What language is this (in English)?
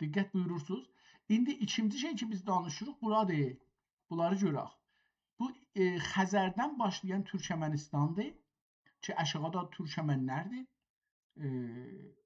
South Azerbaijani